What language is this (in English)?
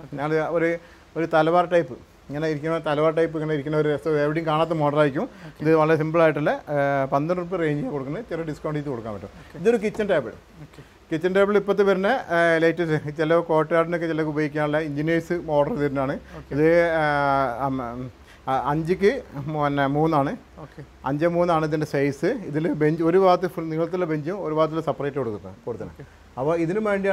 Malayalam